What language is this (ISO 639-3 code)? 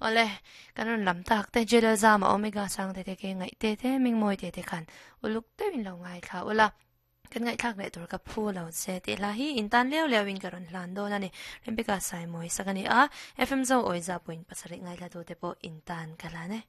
lus